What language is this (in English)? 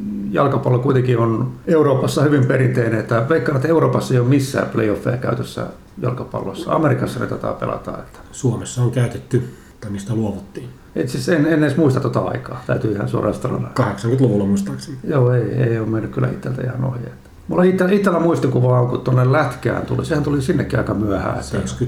Finnish